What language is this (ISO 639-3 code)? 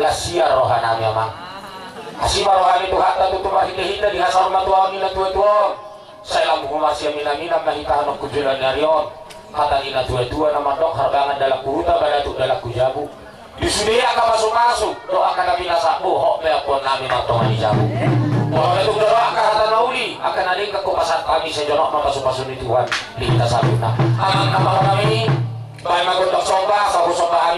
bbc